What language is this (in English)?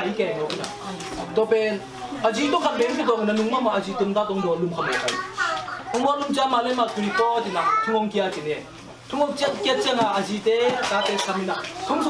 Tedim Chin